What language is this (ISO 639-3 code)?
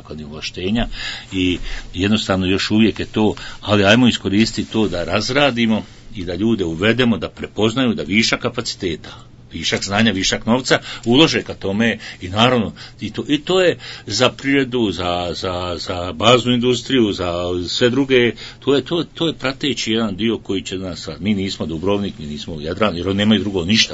bos